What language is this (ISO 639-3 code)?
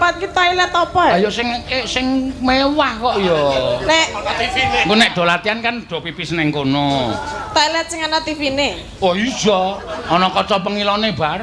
jav